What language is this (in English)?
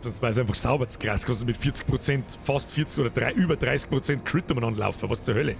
Bavarian